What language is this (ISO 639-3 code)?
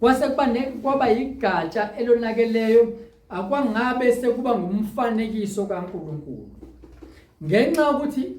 zul